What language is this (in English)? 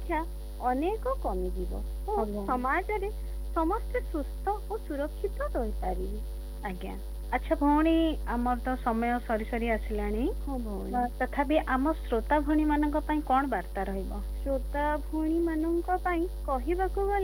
Odia